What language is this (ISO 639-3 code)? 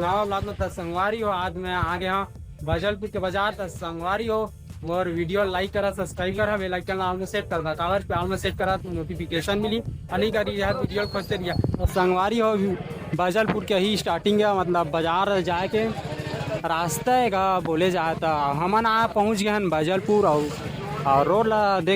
hne